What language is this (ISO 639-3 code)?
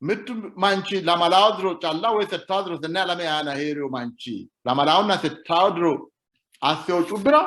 sid